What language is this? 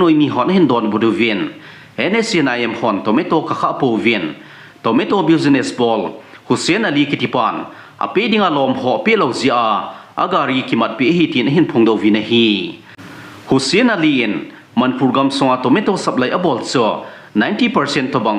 Thado Chin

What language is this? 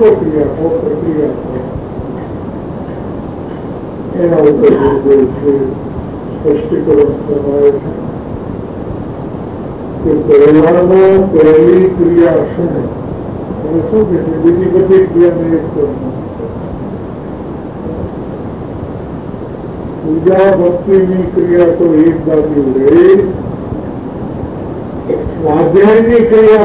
Gujarati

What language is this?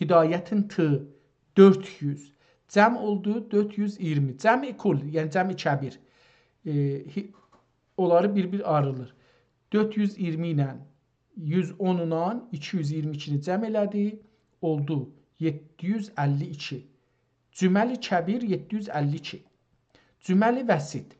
South Azerbaijani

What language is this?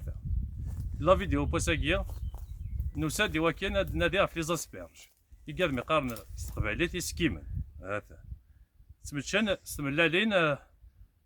Kabyle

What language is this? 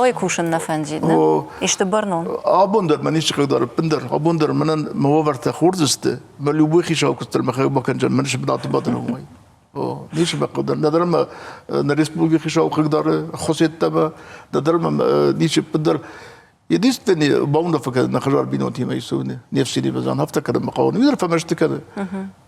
Ossetic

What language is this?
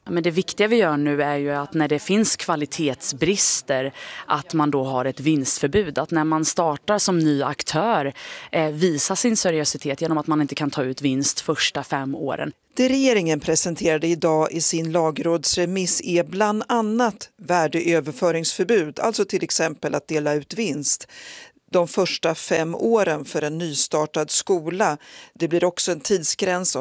Swedish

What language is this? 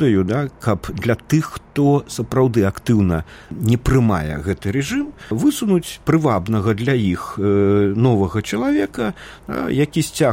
Belarusian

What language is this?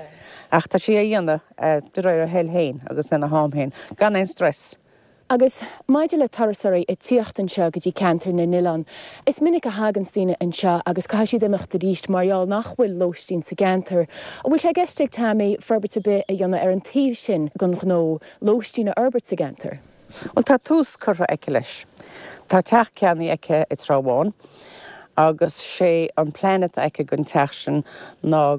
Irish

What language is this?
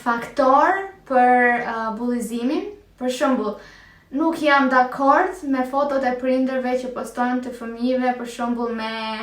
Albanian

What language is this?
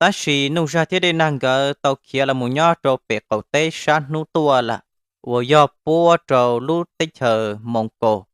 Hmong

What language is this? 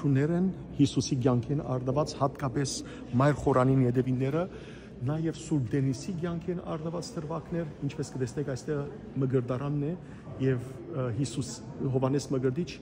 Western Armenian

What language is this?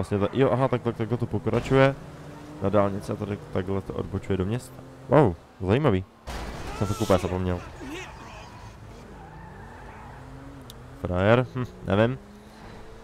Czech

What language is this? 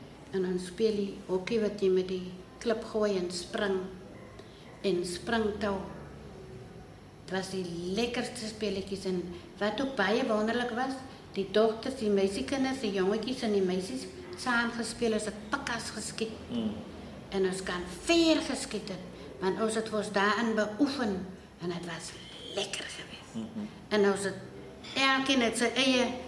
Afrikaans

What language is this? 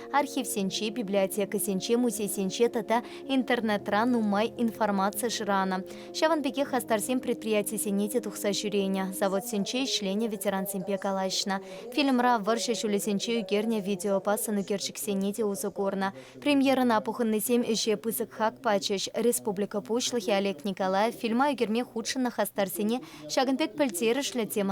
Chuvash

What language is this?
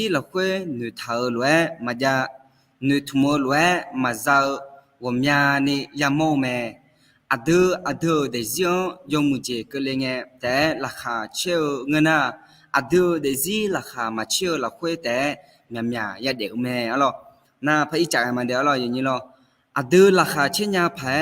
Akha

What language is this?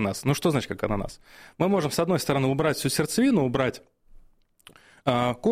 Russian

